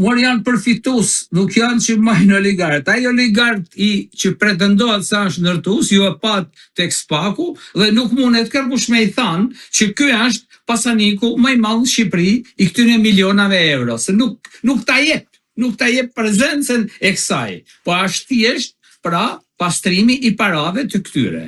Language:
Albanian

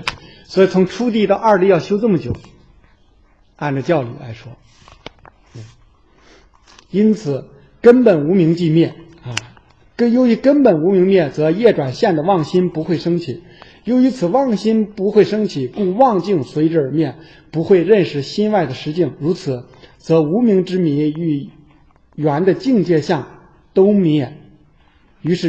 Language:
Chinese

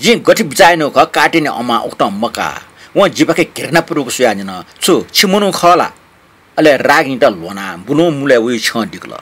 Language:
Newari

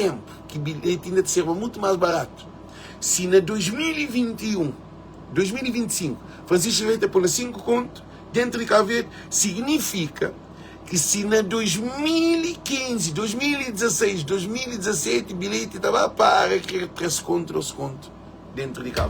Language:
Kabuverdianu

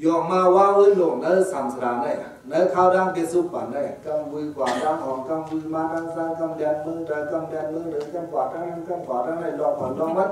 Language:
Shan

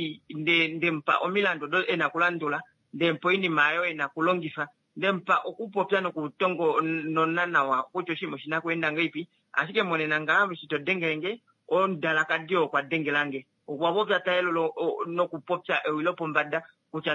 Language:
Kuanyama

